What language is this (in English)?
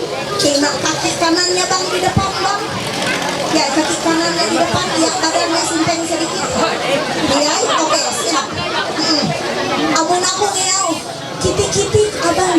Ma'anyan